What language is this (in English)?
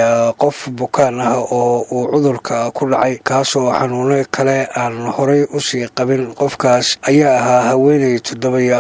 Somali